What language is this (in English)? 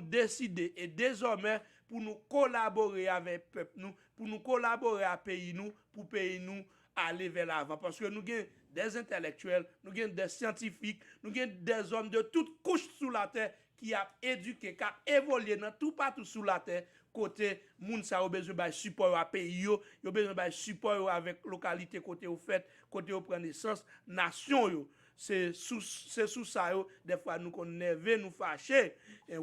Haitian Creole